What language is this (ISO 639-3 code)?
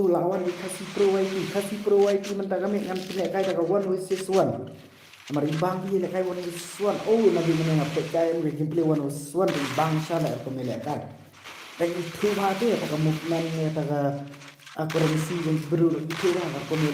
kha